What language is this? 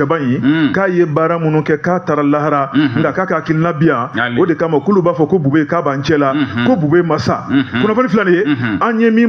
Bambara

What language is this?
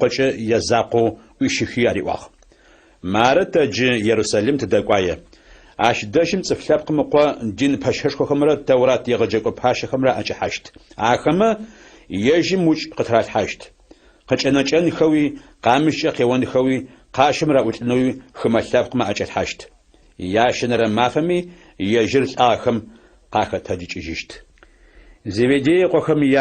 Adyghe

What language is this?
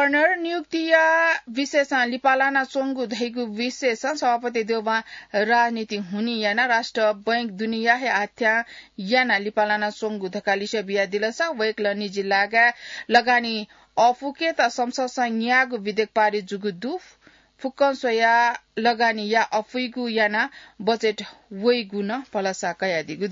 Newari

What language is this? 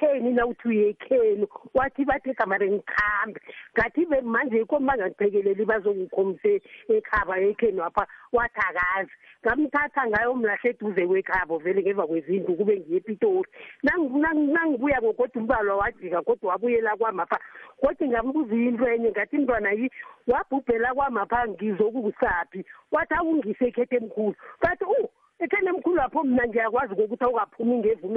South Ndebele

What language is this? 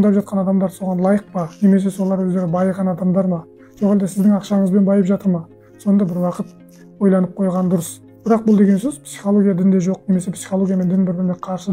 Kazakh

